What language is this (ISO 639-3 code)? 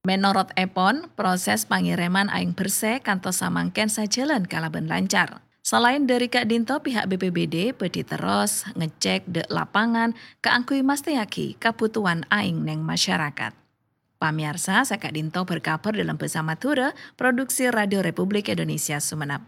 mad